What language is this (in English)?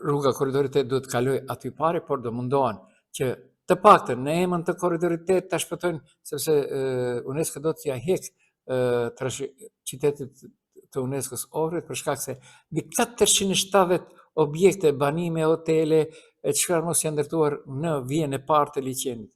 Albanian